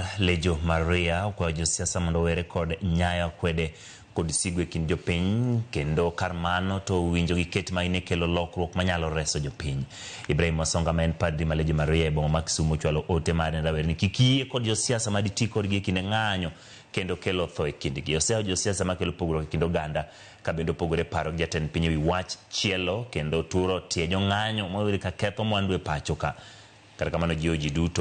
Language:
Luo (Kenya and Tanzania)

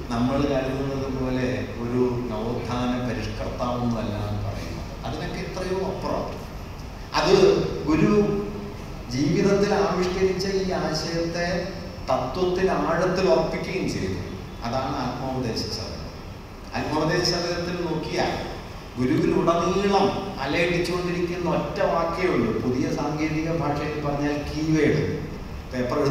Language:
Malayalam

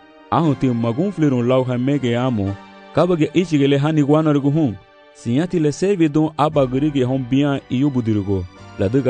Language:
Garifuna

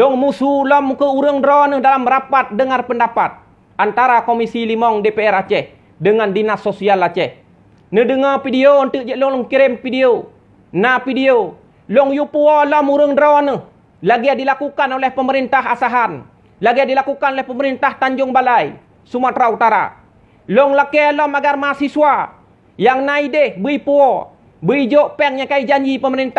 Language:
Achinese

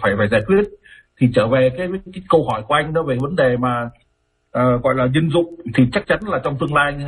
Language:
Vietnamese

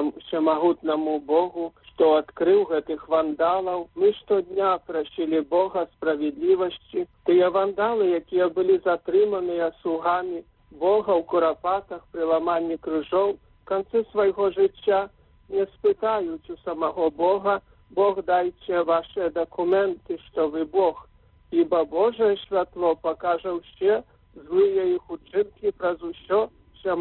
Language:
Belarusian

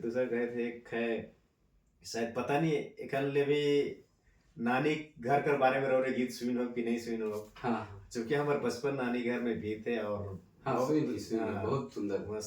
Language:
Sadri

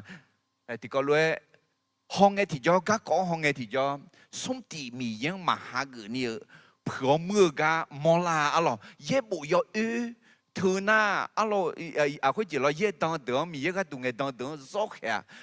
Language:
Akha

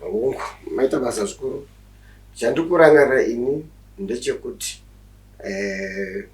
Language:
Shona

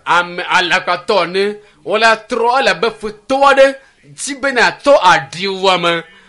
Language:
Ewe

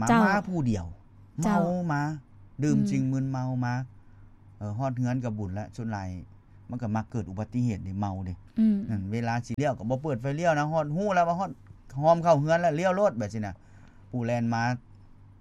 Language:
Lao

